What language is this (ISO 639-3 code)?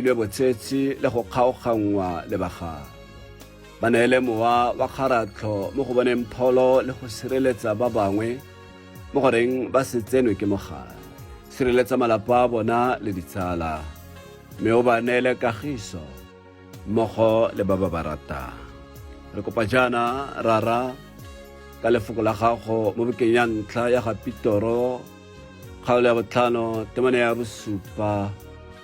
tsn